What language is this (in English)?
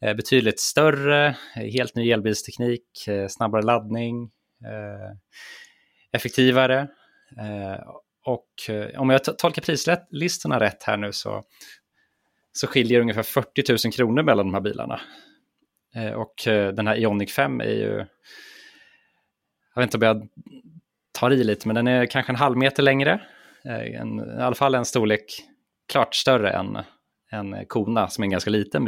Swedish